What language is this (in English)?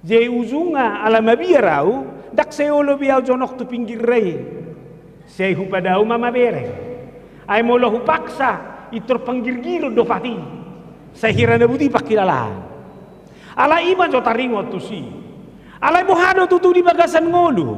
Batak Toba